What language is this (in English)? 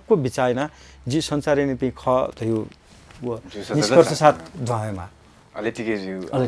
Newari